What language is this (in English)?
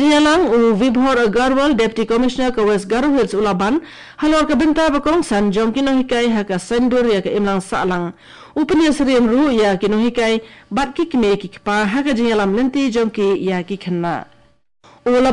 Khasi